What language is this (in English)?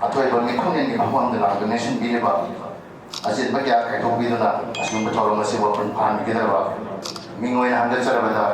Manipuri